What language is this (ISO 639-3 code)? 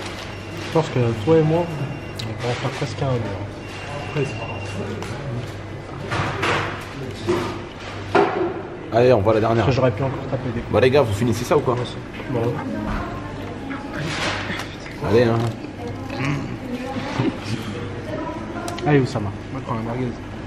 fra